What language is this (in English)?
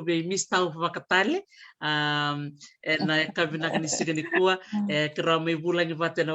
Fijian